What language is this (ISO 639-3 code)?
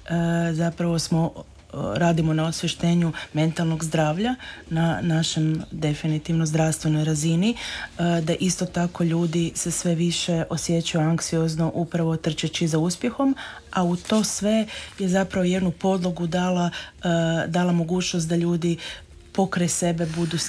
hrv